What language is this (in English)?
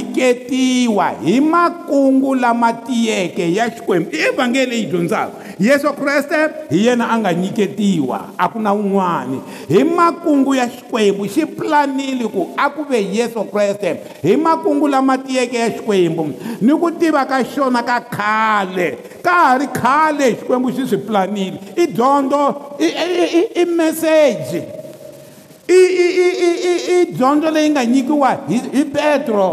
Tsonga